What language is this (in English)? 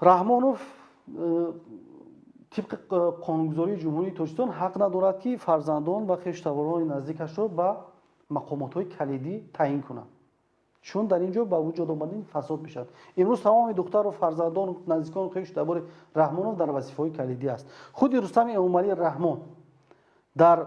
Tajik